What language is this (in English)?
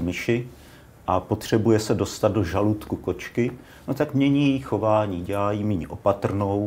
Czech